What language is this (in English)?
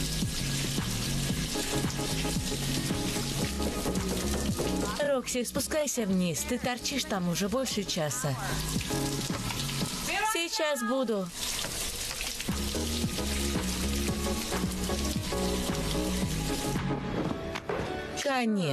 Russian